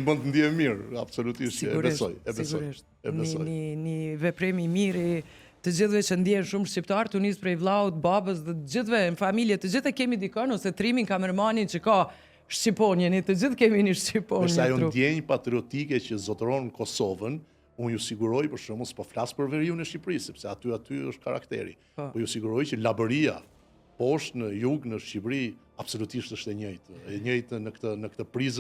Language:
Albanian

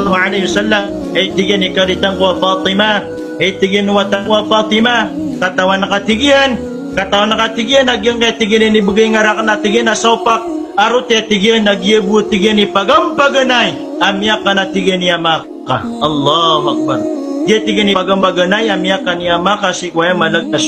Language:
Maranao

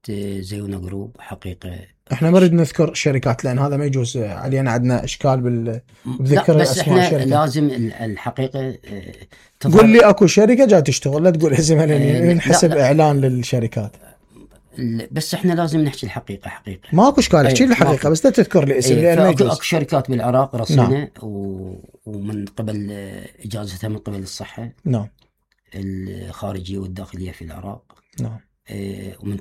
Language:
Mesopotamian Arabic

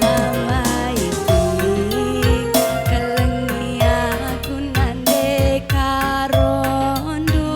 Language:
Batak Karo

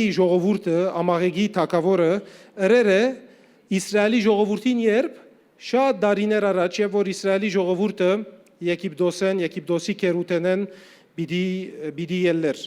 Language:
Western Armenian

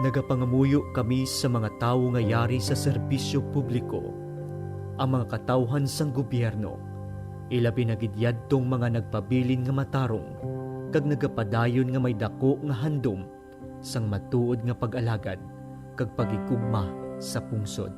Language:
Hiligaynon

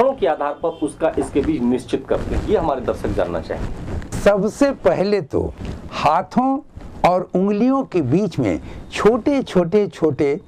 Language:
Hindi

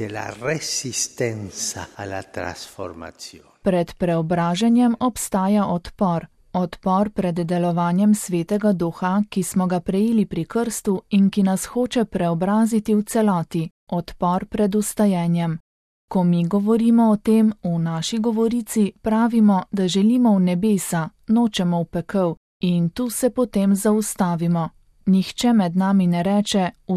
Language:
Slovenian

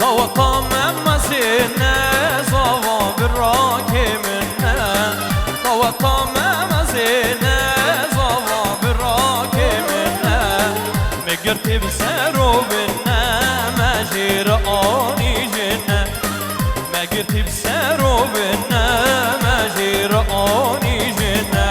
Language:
Kurdish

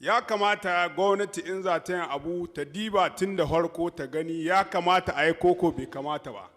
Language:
Hausa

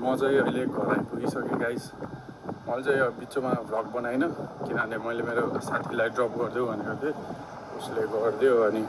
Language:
Nepali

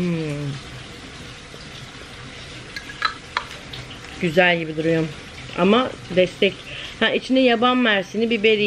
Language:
Turkish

